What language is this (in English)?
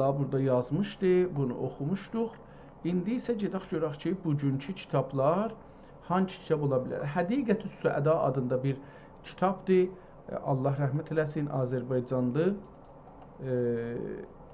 South Azerbaijani